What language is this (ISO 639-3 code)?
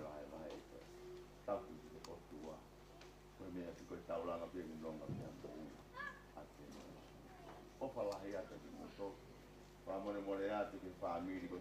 ton